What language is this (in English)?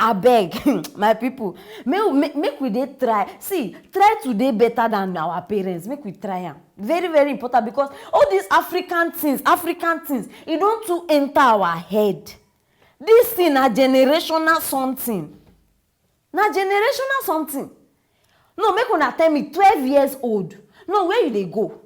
Nigerian Pidgin